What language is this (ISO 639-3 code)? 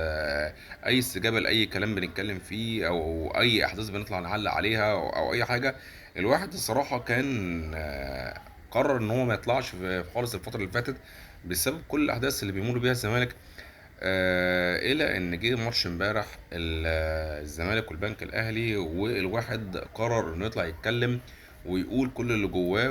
arz